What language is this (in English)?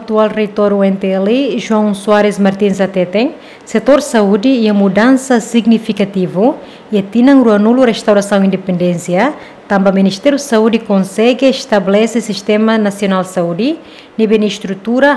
Tetum